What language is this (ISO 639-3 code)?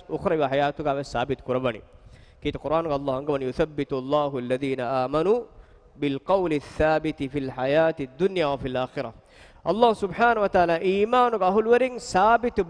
div